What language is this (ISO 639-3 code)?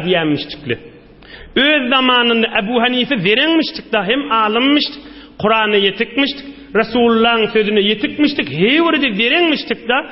tuk